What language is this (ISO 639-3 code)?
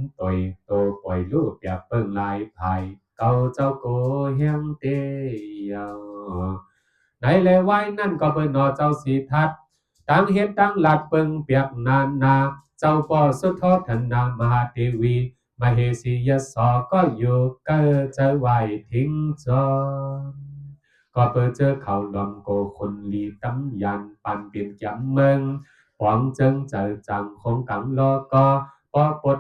shn